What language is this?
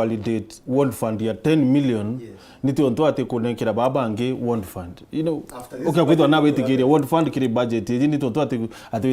Meru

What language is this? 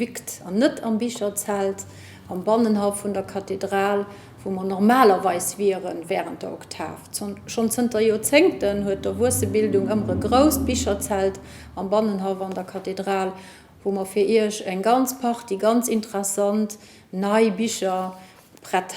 Luxembourgish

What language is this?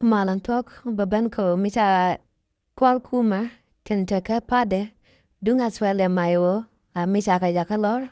Nuer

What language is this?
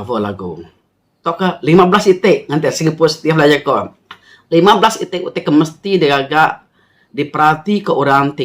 Iban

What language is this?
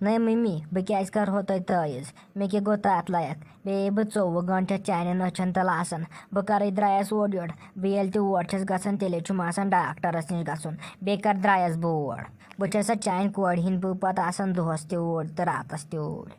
Kashmiri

